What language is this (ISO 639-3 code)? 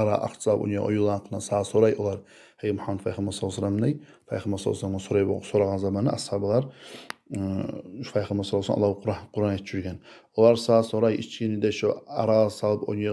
kum